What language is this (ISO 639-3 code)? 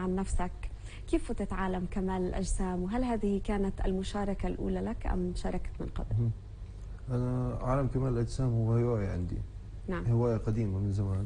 apc